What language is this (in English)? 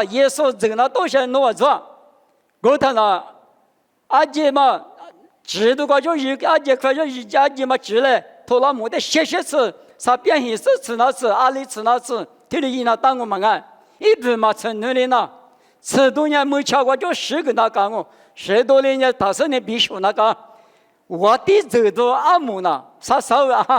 Lisu